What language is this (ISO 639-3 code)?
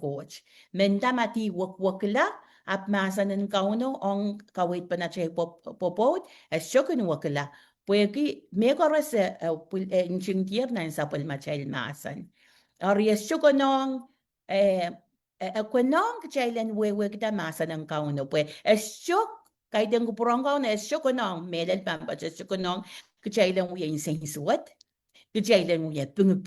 pon